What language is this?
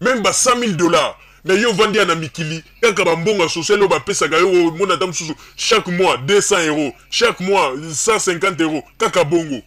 Lingala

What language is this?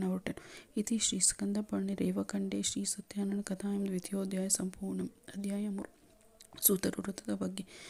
Kannada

